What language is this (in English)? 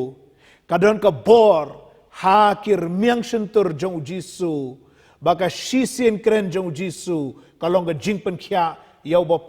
Khasi